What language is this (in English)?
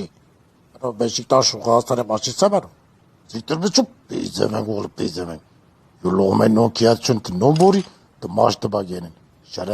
Zaza